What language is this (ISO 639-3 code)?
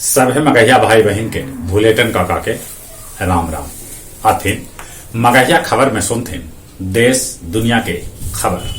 mag